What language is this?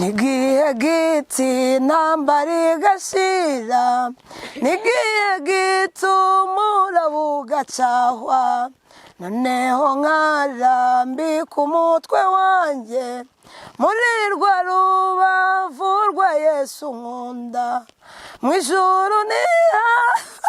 Kinyarwanda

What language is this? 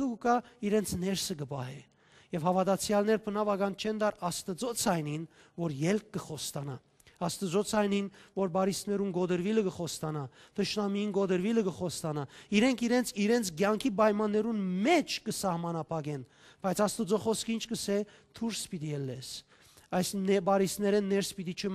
Western Armenian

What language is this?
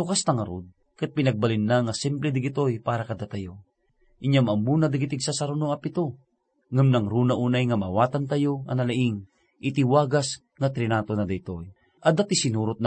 Iloko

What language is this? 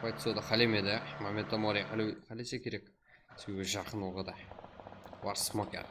Kara-Kalpak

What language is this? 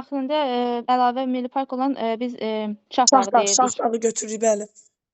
Azerbaijani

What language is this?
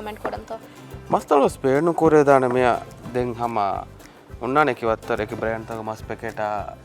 Divehi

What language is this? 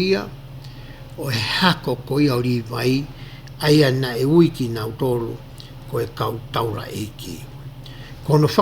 Tongan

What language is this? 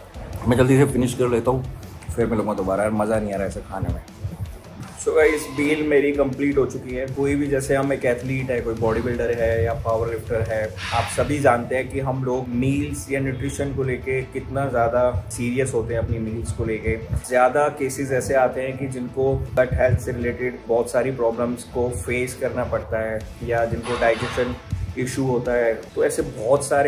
Hindi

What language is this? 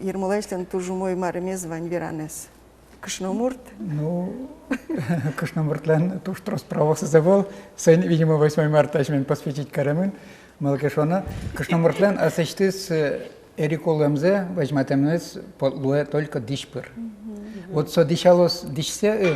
Udmurt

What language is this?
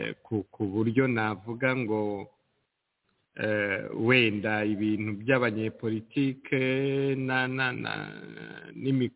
Kinyarwanda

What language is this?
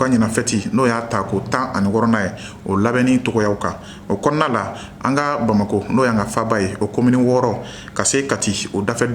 Bambara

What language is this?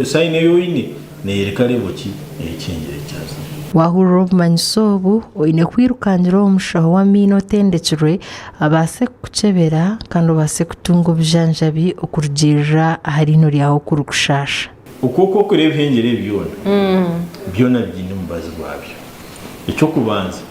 Nyankole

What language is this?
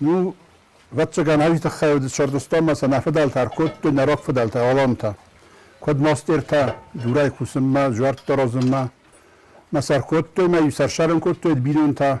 Ossetic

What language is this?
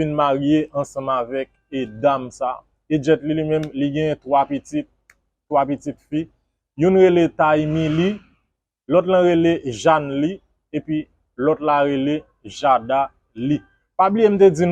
Haitian Creole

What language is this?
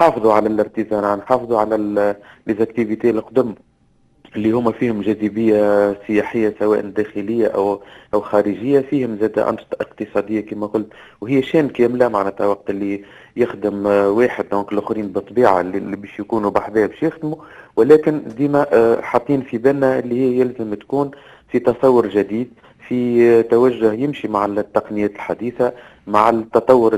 Tunisian Arabic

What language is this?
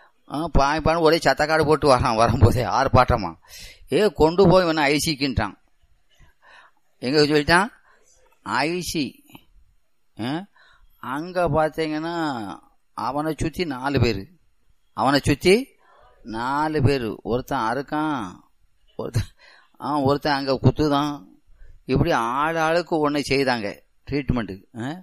Tamil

